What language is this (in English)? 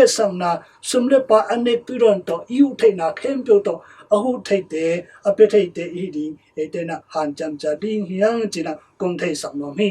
Tedim Chin